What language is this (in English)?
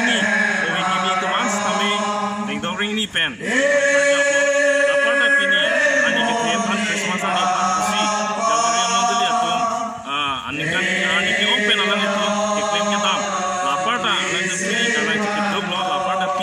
Karbi